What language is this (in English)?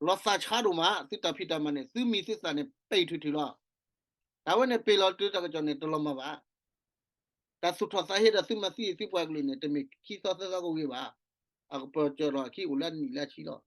S'gaw Karen